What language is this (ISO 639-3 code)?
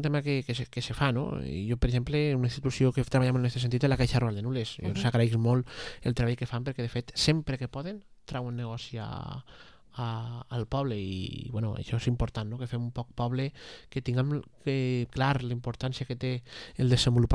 cat